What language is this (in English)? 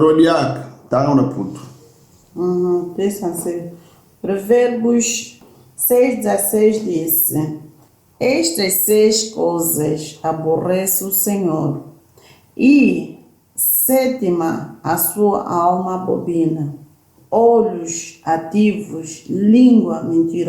Kongo